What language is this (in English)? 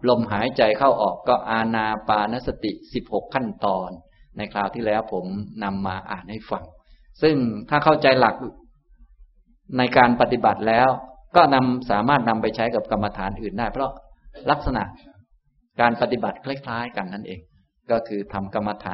Thai